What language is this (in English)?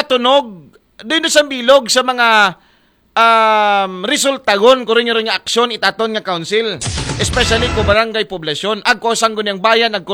Aklanon